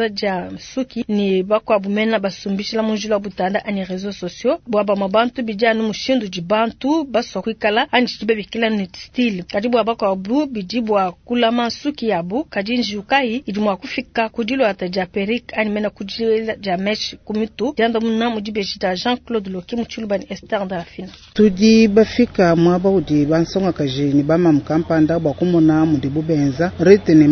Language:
Luba-Lulua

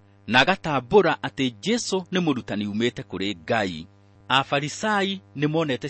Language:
Kikuyu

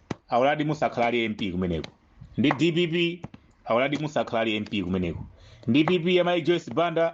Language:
Nyanja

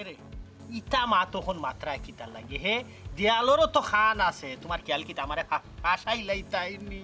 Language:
Sylheti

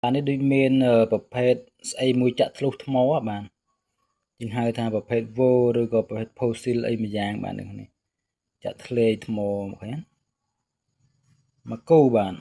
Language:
Khmer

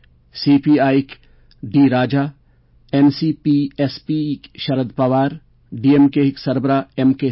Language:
Kashmiri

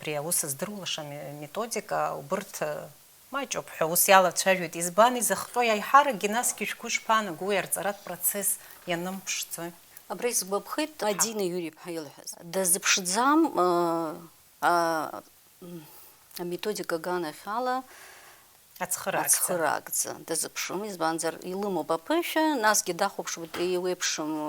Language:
Abkhazian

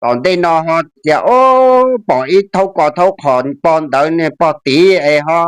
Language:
Hmong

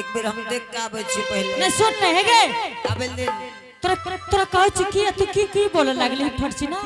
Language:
Angika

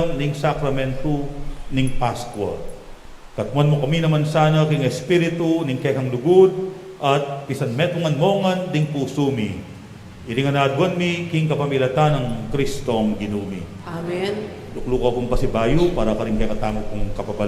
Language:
Pampanga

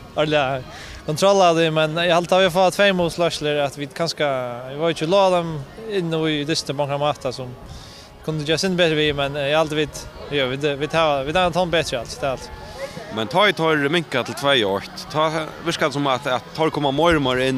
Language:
Faroese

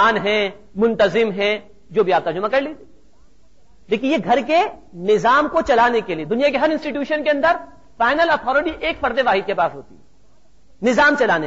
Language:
Urdu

